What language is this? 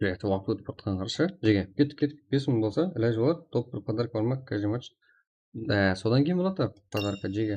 Kara-Kalpak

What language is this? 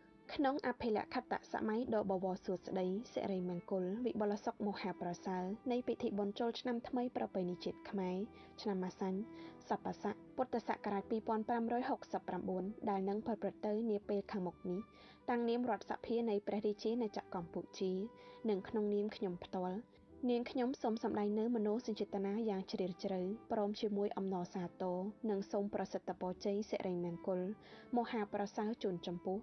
Khmer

